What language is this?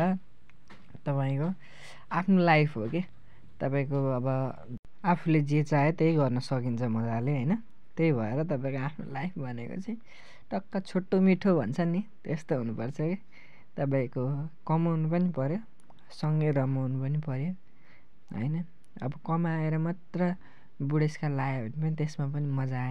Nepali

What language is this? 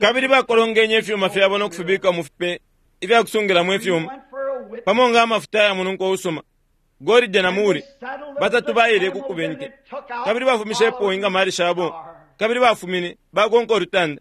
Bemba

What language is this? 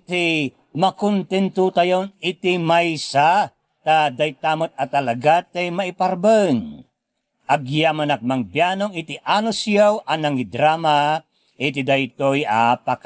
Iloko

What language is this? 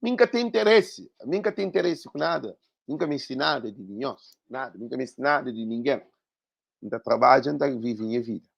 Kabuverdianu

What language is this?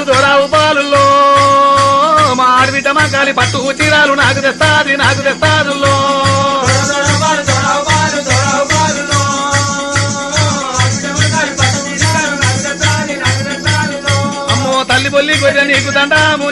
Telugu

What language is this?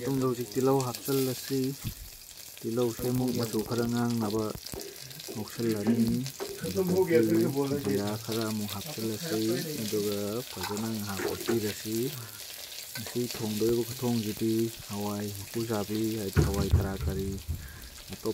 Manipuri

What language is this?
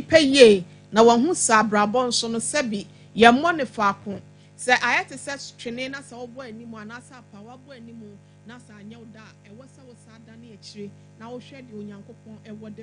Akan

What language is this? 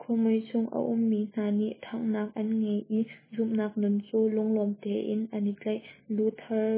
Hakha Chin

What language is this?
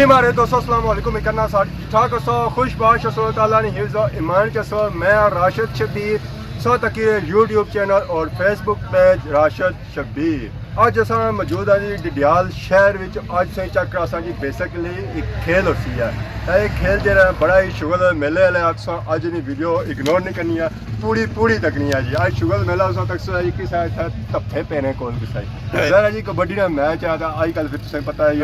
Pahari-Potwari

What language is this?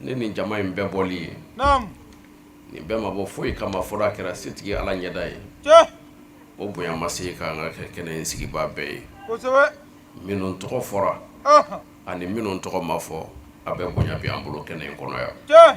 Bambara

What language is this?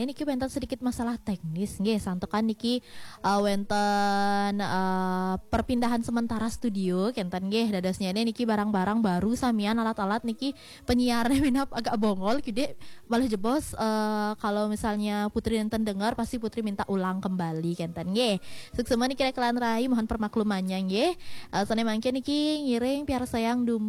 Balinese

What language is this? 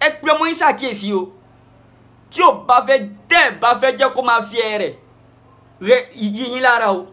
Yoruba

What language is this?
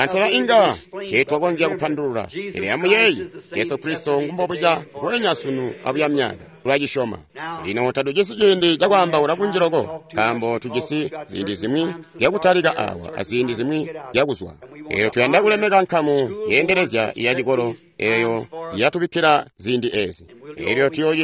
Tonga (Zambia)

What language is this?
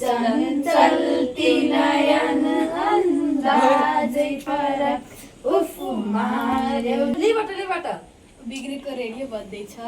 Nepali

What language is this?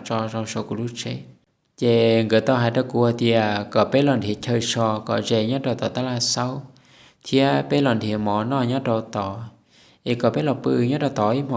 Hmong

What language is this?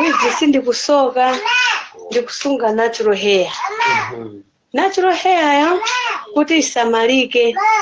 Nyanja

